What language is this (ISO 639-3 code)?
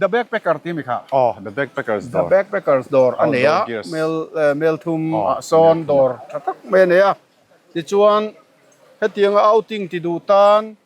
lus